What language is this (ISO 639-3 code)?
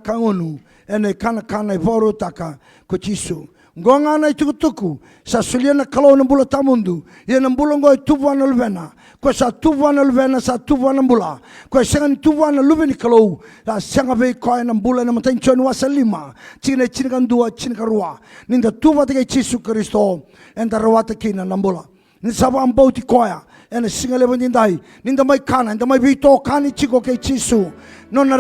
fij